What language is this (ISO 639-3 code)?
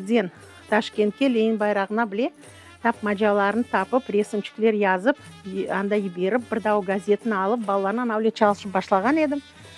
crh